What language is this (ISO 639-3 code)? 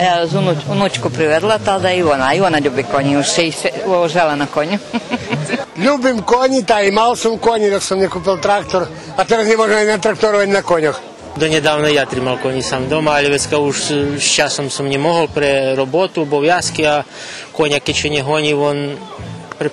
rue